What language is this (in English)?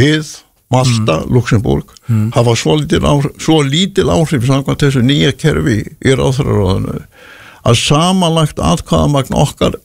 Icelandic